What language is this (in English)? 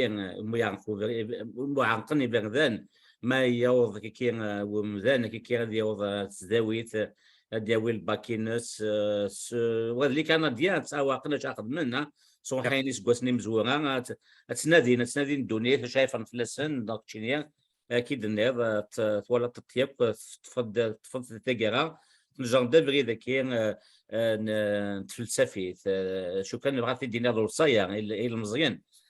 Kabyle